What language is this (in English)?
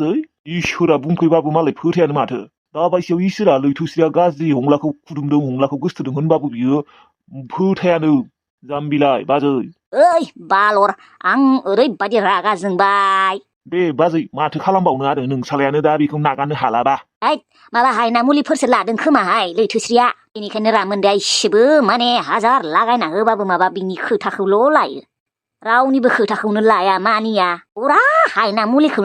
Bodo